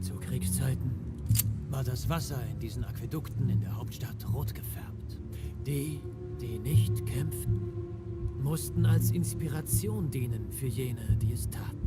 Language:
Swiss German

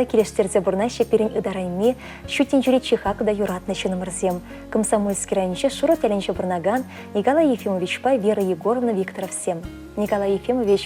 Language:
Chuvash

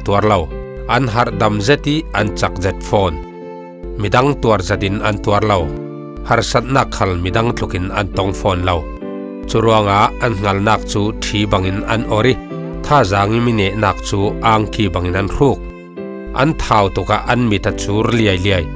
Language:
Falam Chin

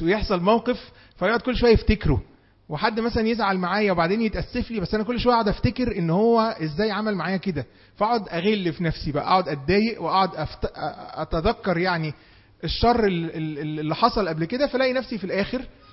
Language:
Egyptian Arabic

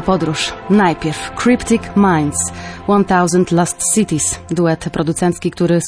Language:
Polish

